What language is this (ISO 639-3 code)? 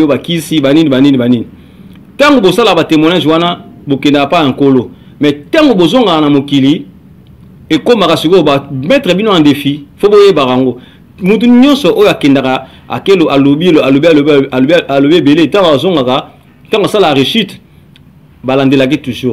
lin